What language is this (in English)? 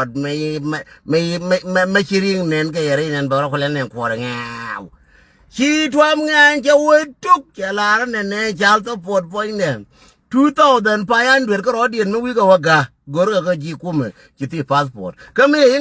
Nuer